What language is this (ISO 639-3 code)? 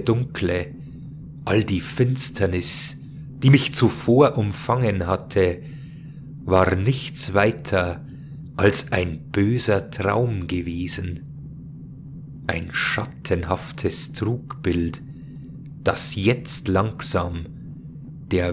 bar